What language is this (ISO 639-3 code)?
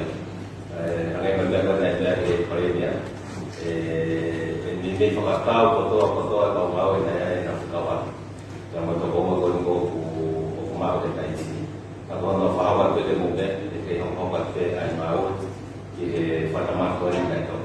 ton